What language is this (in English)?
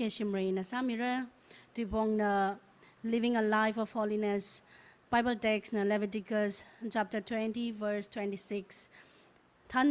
Tangkhul Naga (India)